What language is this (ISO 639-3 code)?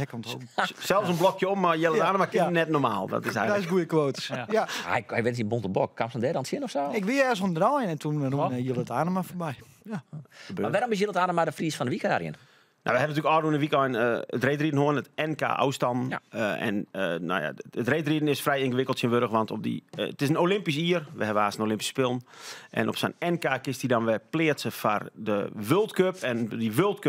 fry